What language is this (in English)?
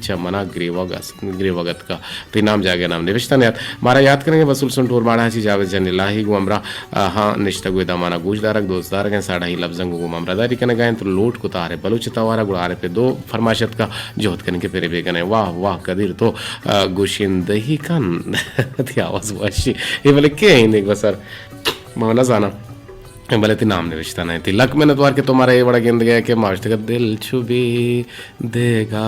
Eastern Balochi